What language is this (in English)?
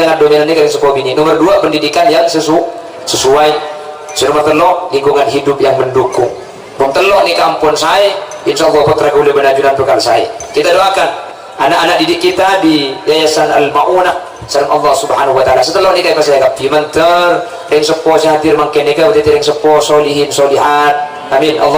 Madurese